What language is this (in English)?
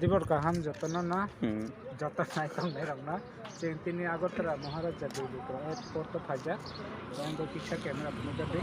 Kok Borok